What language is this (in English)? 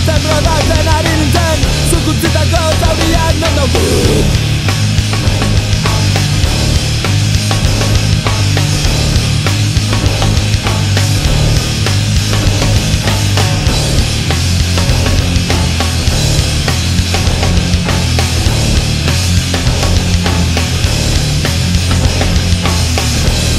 Basque